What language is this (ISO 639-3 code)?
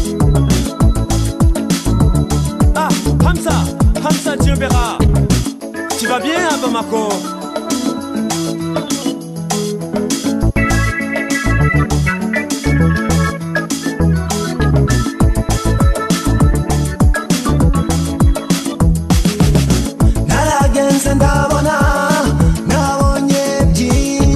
kin